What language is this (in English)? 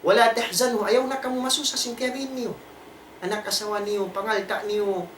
Tausug